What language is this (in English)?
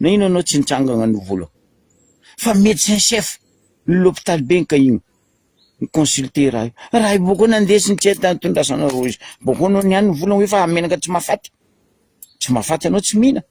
Malagasy